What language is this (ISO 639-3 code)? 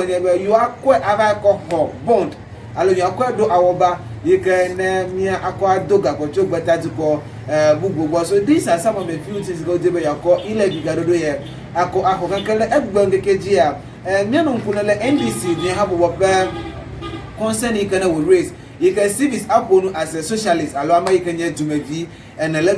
ewe